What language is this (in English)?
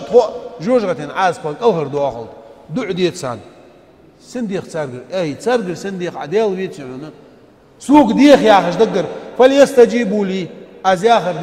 Ingush